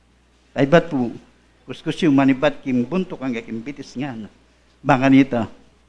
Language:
Pampanga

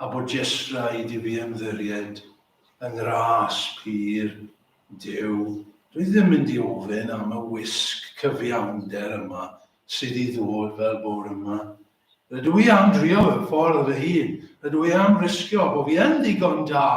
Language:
Welsh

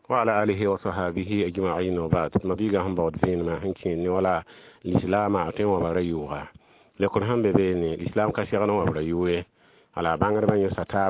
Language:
Mossi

